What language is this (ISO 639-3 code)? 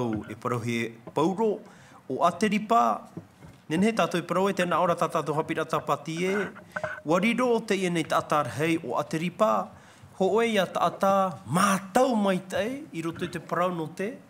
tah